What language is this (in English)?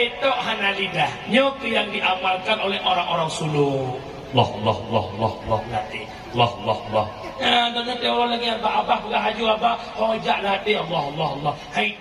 Achinese